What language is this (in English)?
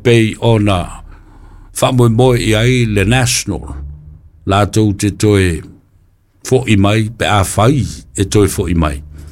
Samoan